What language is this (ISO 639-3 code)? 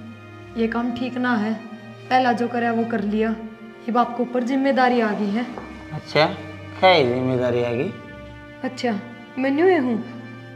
bgc